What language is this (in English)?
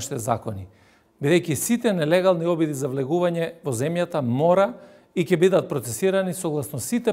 Macedonian